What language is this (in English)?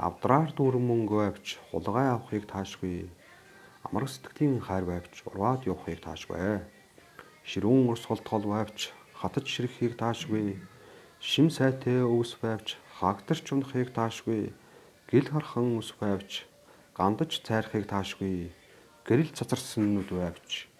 Mongolian